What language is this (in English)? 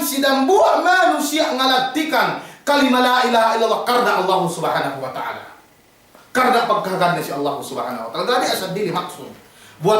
Yakan